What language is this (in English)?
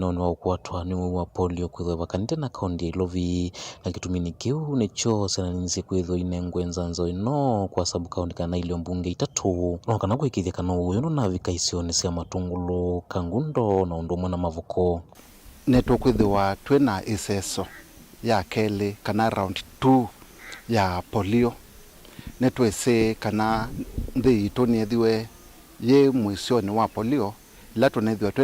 Kamba